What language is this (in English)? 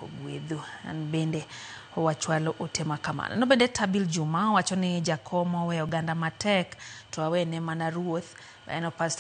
Luo (Kenya and Tanzania)